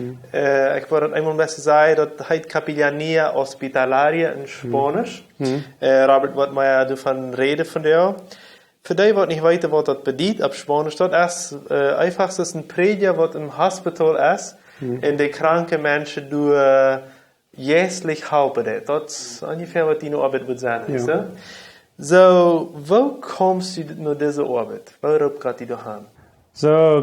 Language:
Plautdietsch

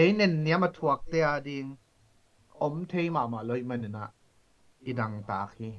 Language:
Tedim Chin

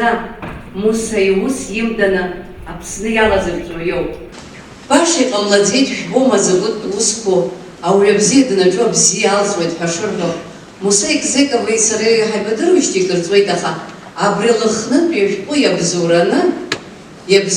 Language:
Abkhazian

